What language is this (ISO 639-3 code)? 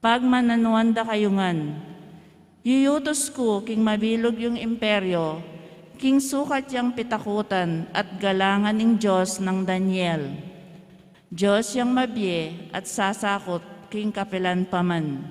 pam